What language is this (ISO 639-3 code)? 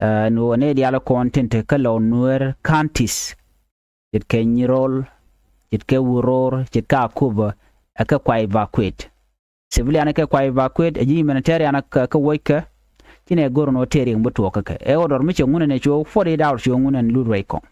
nus